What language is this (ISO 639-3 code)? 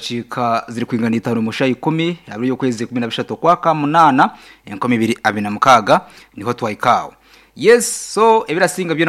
nyn